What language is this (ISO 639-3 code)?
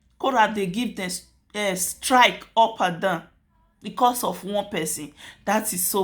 pcm